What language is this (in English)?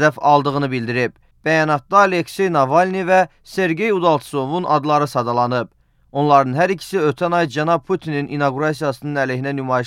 Azerbaijani